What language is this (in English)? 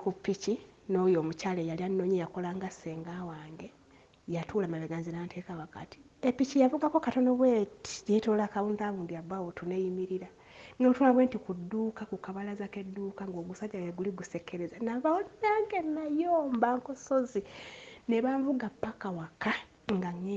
Ganda